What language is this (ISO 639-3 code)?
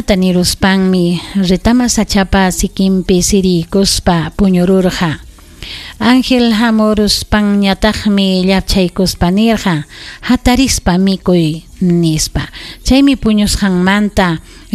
quy